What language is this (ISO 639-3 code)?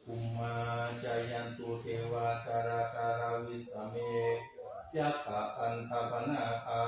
pli